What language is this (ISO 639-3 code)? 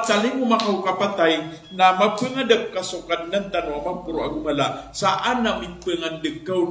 mrw